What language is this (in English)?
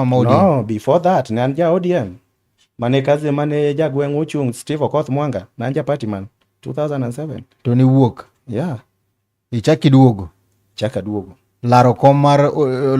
Luo (Kenya and Tanzania)